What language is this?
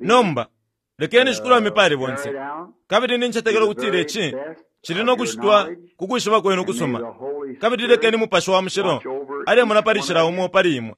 Bemba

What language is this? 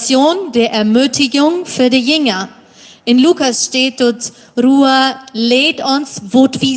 Plautdietsch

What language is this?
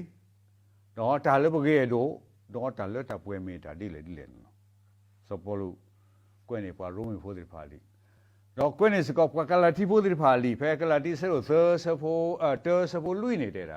S'gaw Karen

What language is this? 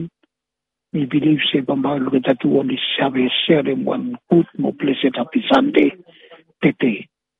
Bislama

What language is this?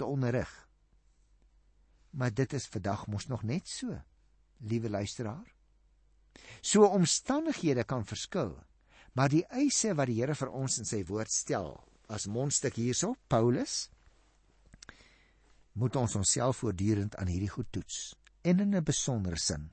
Afrikaans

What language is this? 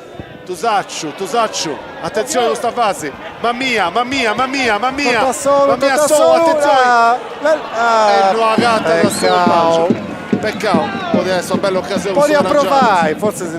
Sardinian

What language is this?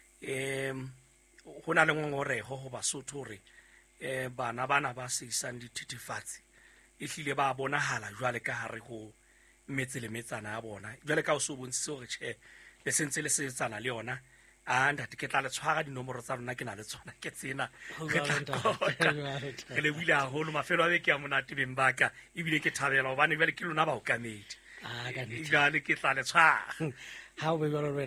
Southern Sotho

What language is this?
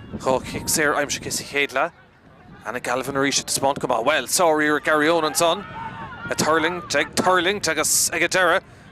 Irish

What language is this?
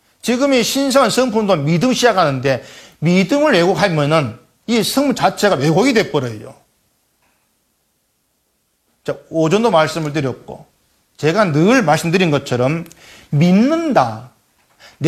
Korean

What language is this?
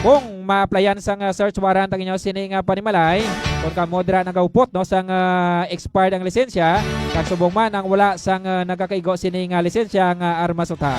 Hiligaynon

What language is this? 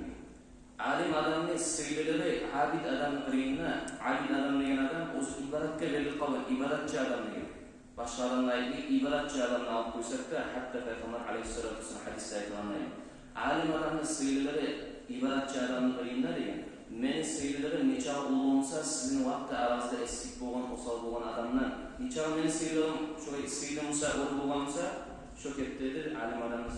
Kumyk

